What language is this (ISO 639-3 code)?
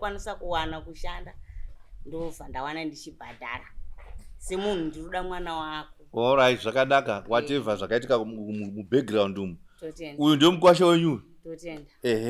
sna